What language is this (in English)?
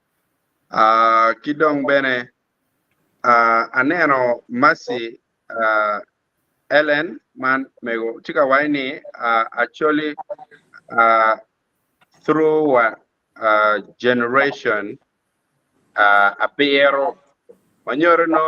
Acoli